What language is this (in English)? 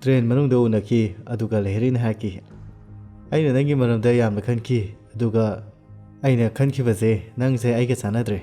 Manipuri